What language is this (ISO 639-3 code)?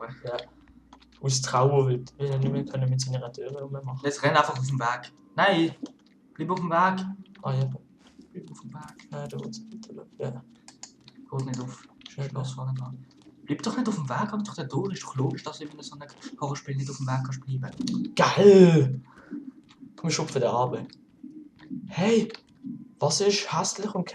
gsw